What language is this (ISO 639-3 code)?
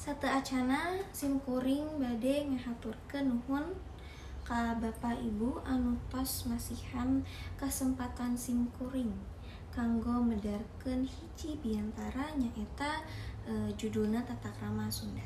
sun